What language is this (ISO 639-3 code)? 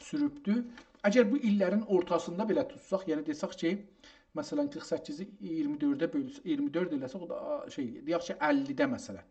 azb